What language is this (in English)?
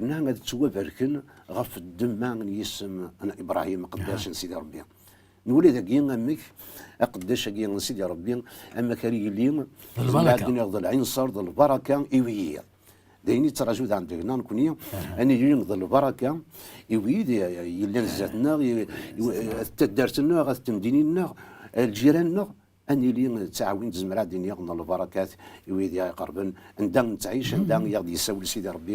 Kabyle